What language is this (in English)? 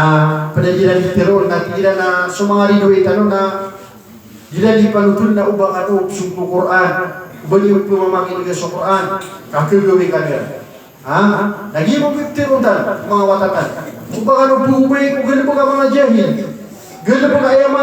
Maranao